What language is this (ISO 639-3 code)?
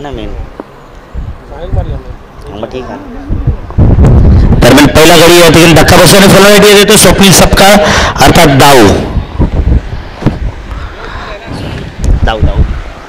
mar